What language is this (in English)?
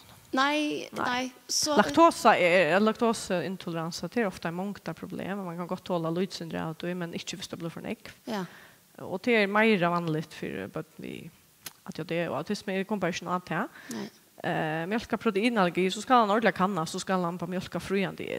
Faroese